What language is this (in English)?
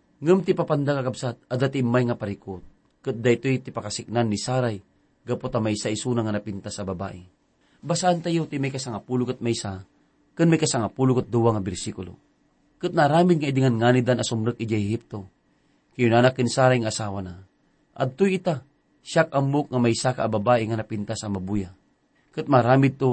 Iloko